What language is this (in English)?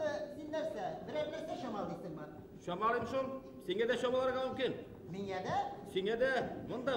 Bashkir